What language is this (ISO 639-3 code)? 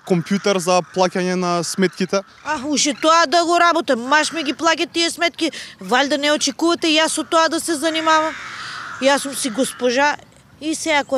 mkd